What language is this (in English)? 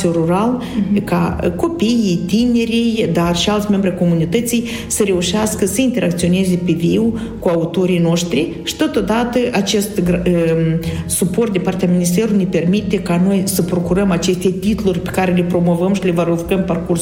Romanian